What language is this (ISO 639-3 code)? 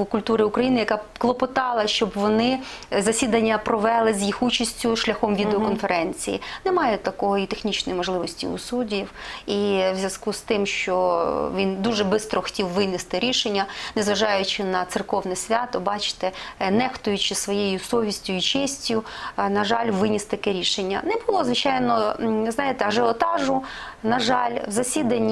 ukr